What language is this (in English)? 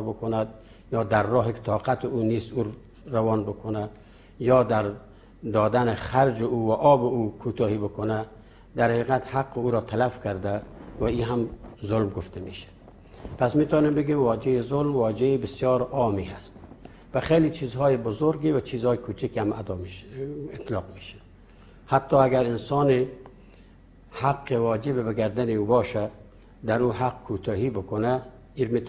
Persian